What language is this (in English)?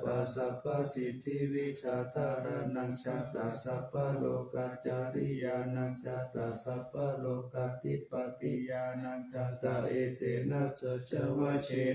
Pali